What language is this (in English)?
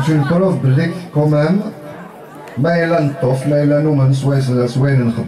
Kabyle